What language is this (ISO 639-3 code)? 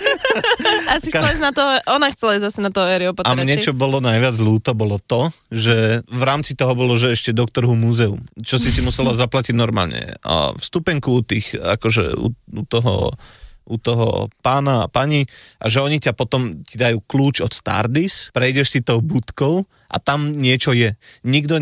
slk